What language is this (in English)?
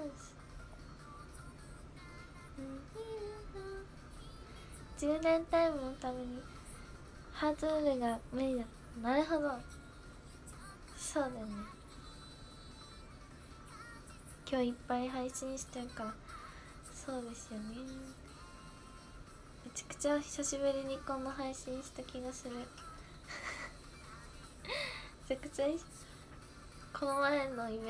Japanese